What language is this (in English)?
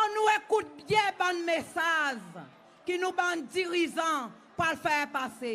Seselwa Creole French